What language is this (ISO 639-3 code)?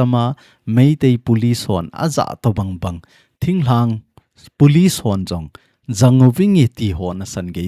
tcz